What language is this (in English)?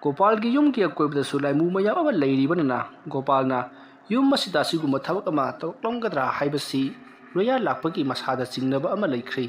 Manipuri